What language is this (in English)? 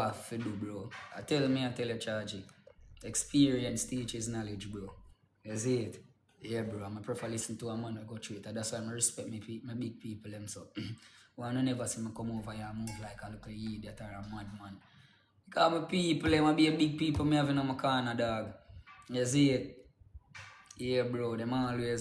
Jamaican Creole English